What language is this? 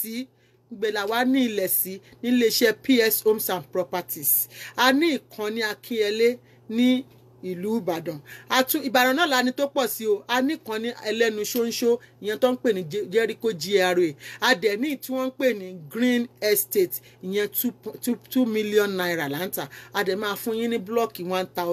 Yoruba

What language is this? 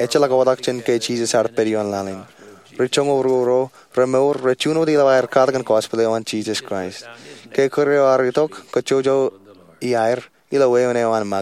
Marshallese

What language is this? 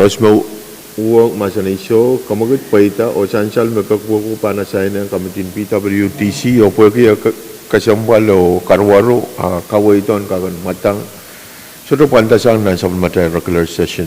Pohnpeian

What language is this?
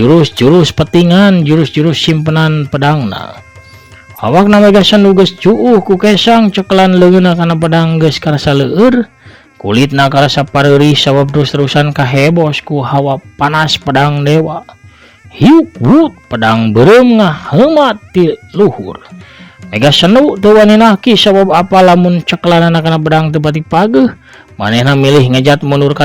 Sundanese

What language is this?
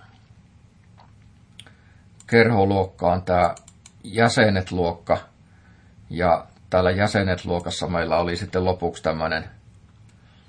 Finnish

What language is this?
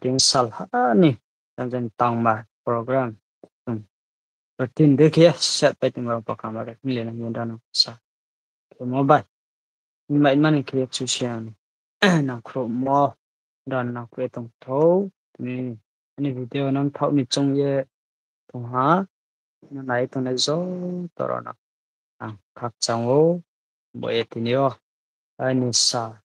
Riang (India)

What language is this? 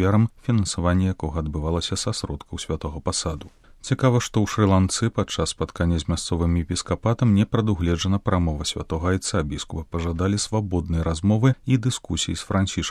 Belarusian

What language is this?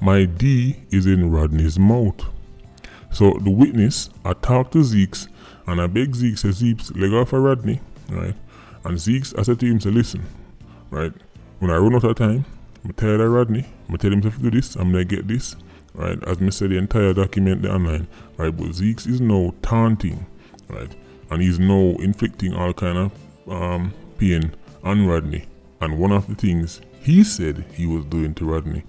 Jamaican Creole English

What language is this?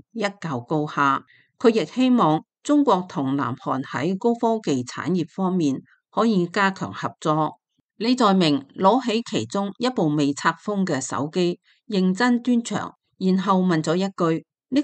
Cantonese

